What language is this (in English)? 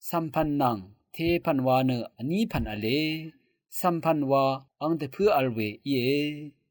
Rawang